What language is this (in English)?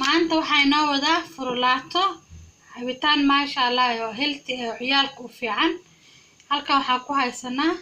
Somali